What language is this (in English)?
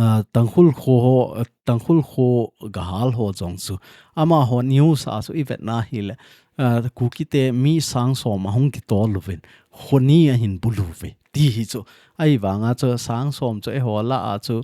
Thado Chin